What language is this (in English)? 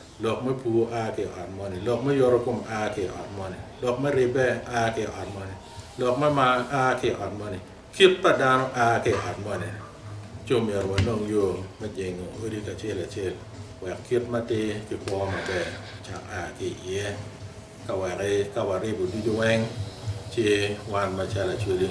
Acoli